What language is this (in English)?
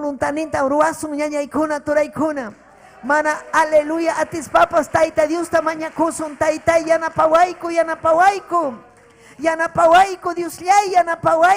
Ayacucho Quechua